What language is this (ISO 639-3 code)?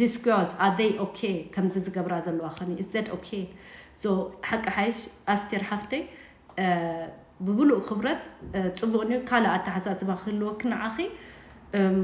tir